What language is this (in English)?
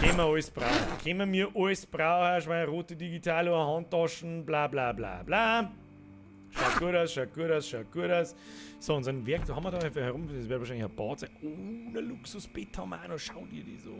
Bavarian